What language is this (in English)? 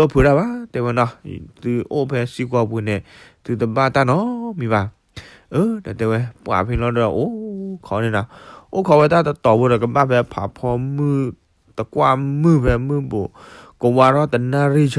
S'gaw Karen